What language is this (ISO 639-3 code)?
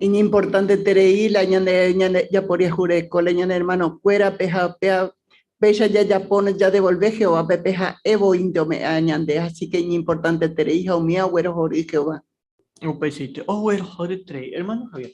grn